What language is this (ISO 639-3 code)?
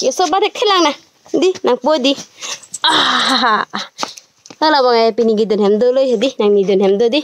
mjw